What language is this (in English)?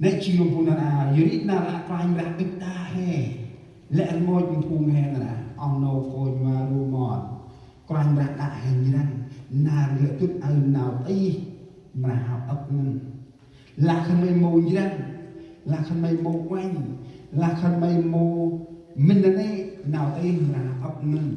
Central Mnong